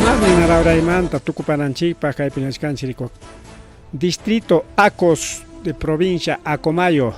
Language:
Ayacucho Quechua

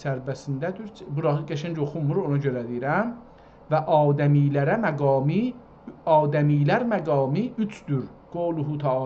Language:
South Azerbaijani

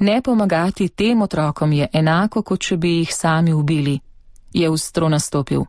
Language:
Slovenian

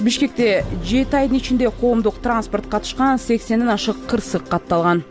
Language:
Kyrgyz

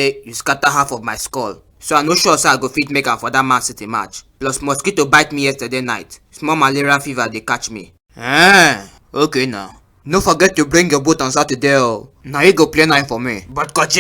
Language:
Nigerian Pidgin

